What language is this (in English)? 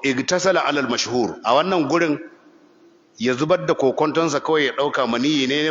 Hausa